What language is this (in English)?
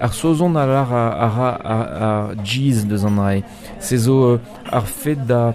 Breton